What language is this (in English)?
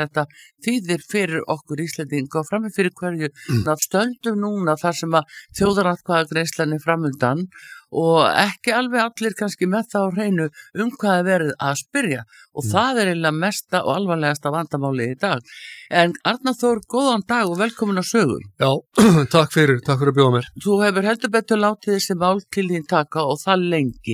Icelandic